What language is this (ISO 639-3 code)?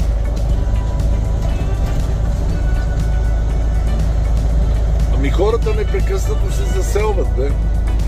bul